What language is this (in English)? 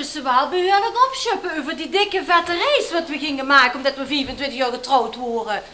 Limburgish